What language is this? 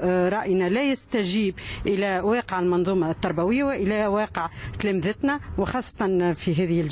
Tunisian Arabic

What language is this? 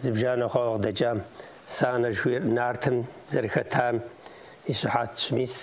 Kabardian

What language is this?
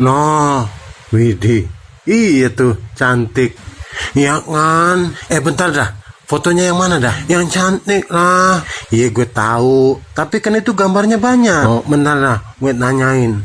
Betawi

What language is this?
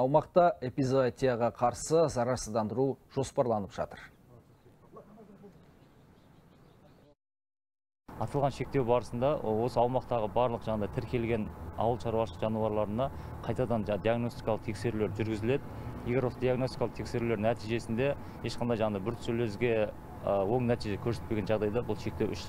Kazakh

